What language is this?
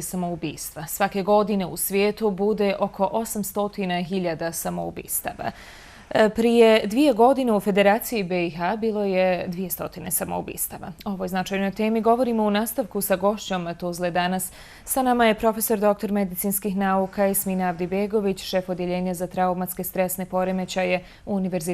Bosnian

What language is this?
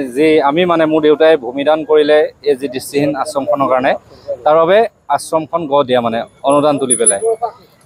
Assamese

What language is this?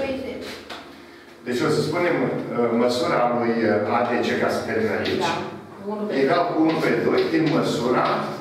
Romanian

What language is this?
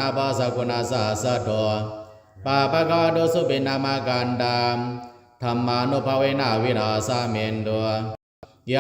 Pali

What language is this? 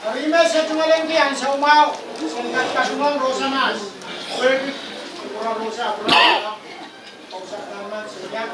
Pohnpeian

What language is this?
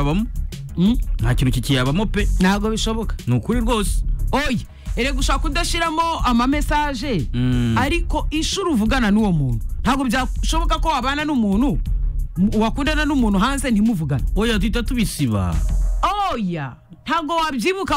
Kinyarwanda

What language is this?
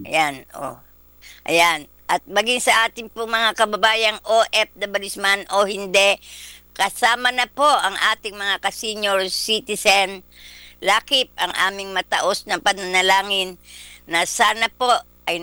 Filipino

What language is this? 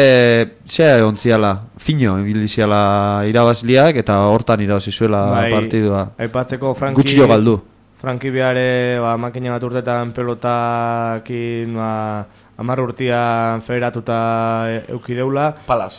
Basque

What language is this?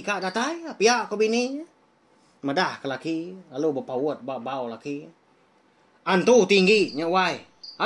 Iban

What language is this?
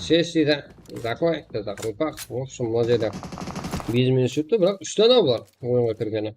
Kara-Kalpak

